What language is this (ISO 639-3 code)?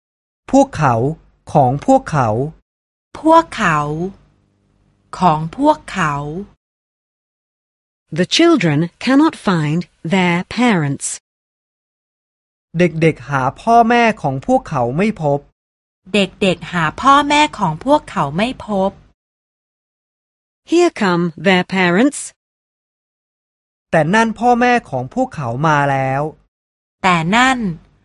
tha